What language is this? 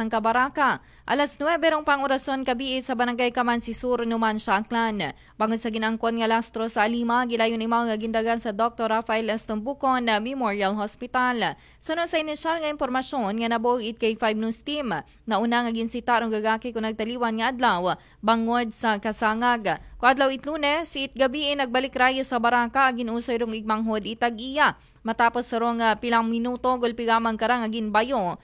Aklanon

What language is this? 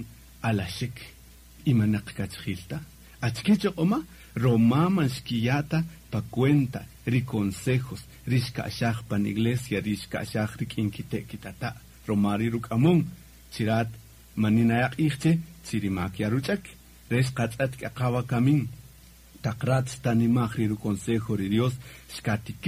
Kaqchikel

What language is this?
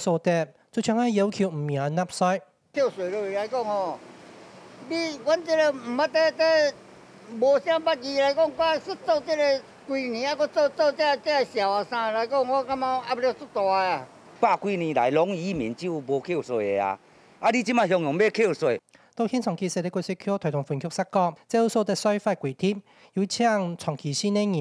Hakka Chinese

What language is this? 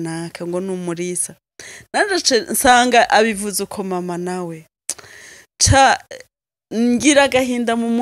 Rundi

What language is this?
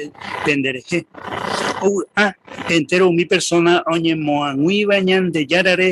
Guarani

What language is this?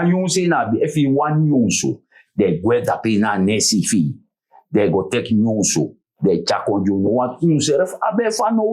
Sranan Tongo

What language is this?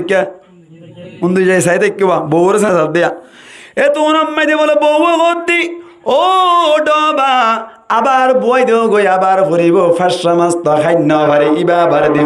Rohingya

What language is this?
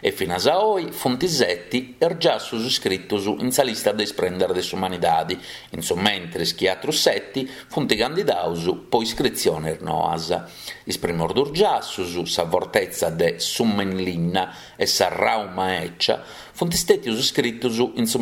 Sardinian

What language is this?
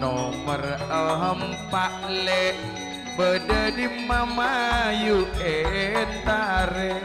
Madurese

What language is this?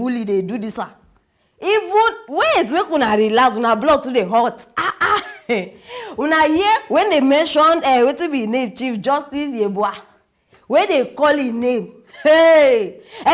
Nigerian Pidgin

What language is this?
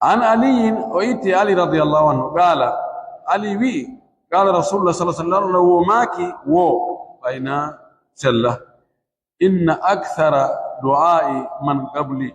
Pular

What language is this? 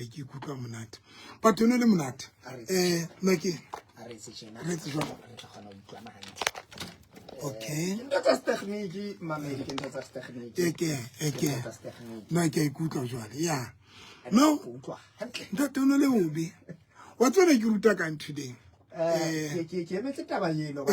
Southern Sotho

